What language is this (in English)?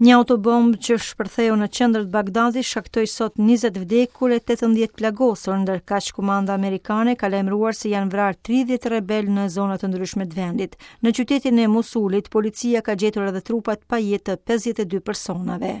Albanian